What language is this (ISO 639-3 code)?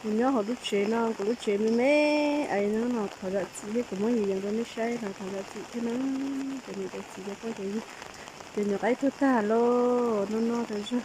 hmn